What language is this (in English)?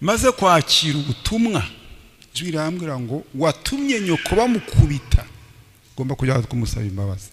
Kinyarwanda